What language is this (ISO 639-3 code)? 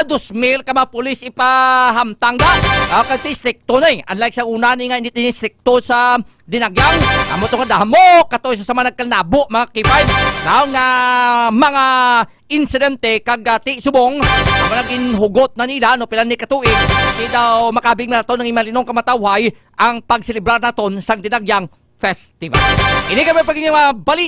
hil